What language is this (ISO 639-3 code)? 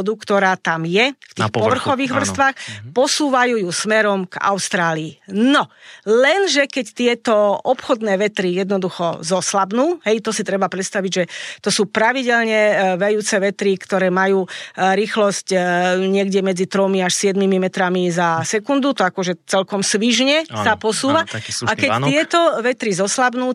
slk